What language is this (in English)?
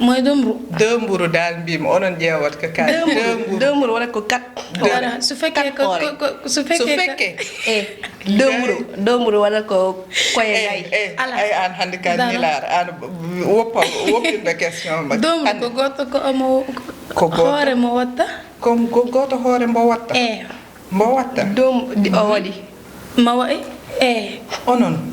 Fula